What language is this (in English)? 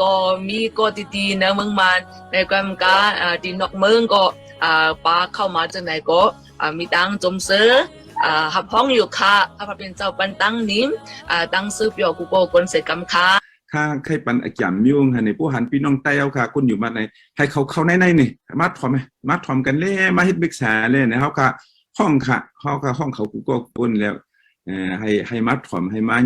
Shan